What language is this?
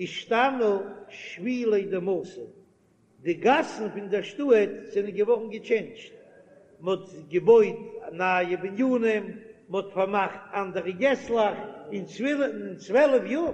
Yiddish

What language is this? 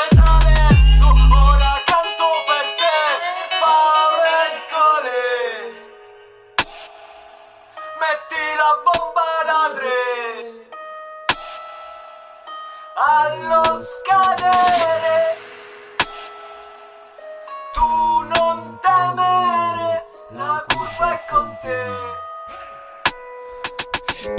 Italian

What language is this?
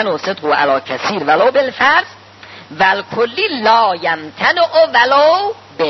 Persian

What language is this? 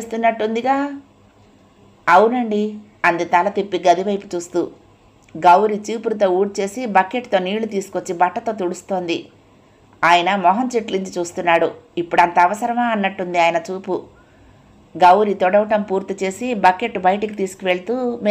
Telugu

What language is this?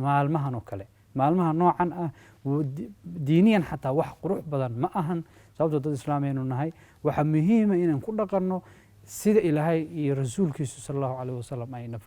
Somali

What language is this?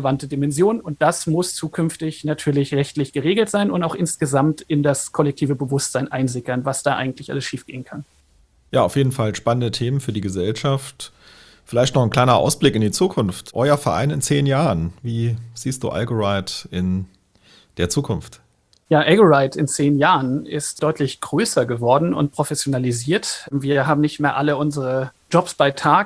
German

